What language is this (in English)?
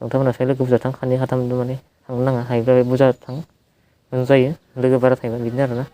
Bodo